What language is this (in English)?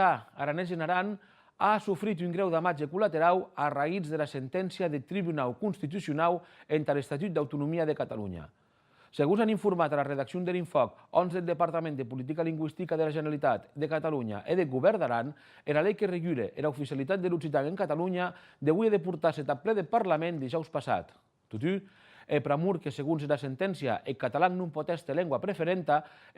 Occitan